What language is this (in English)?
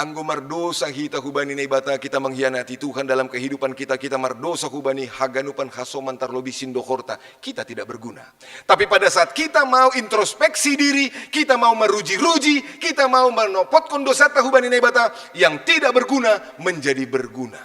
Batak Simalungun